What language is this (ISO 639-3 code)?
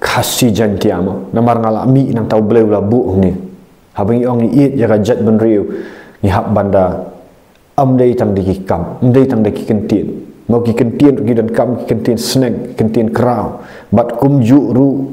kha